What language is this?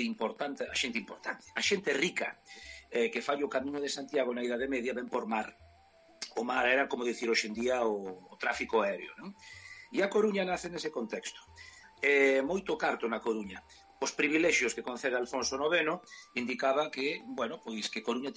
Galician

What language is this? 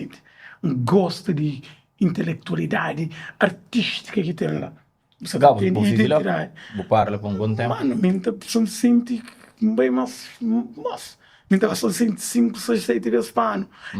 Kabuverdianu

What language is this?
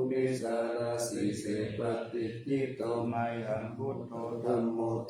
Pali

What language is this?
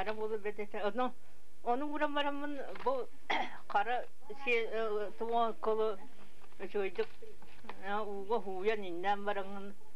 Yakut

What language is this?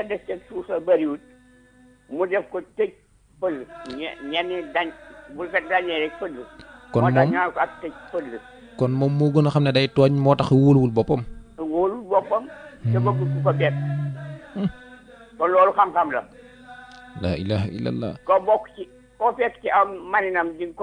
Wolof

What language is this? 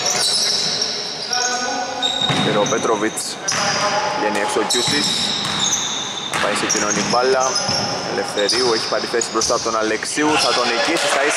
Greek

